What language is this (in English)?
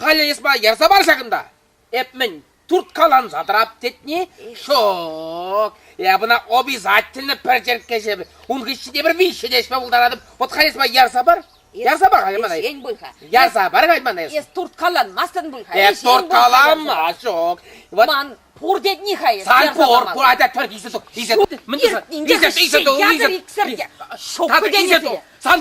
Chuvash